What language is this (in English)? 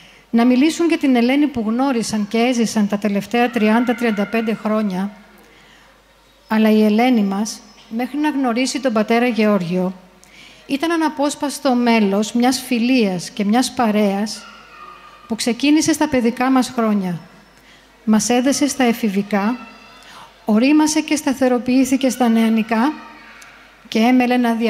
Greek